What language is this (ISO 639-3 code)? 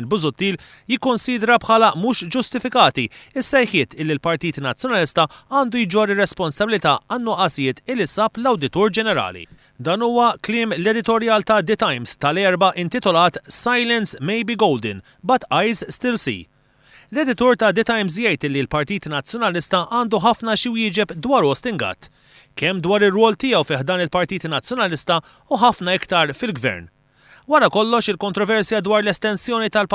mlt